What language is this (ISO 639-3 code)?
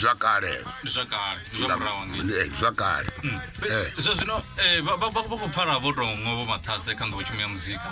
ven